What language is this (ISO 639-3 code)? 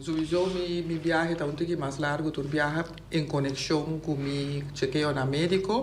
pap